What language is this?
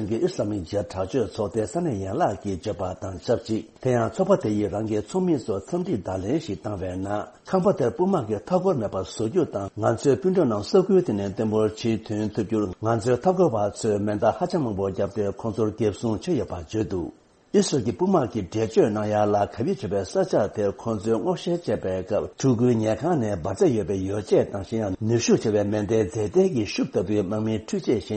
Tibetan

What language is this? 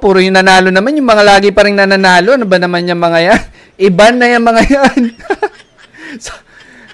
Filipino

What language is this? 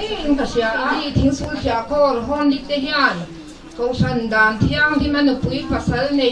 Mizo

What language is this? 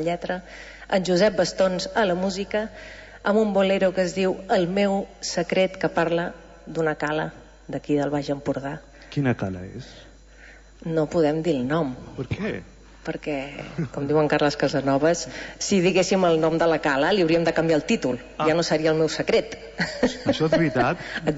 Catalan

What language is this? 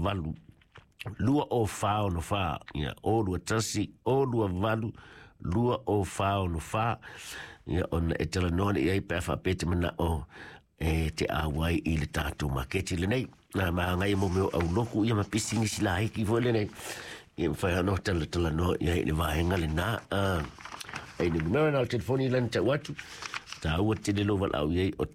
Samoan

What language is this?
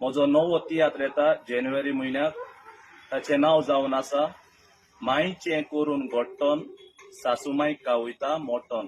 Konkani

